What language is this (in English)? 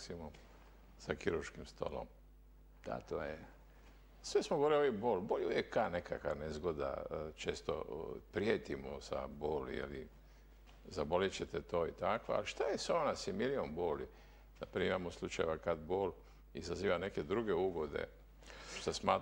Croatian